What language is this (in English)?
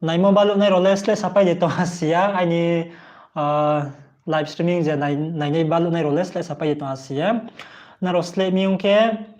Riang (India)